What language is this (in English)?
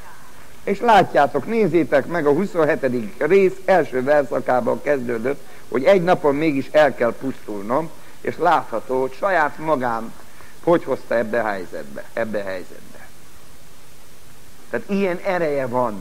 Hungarian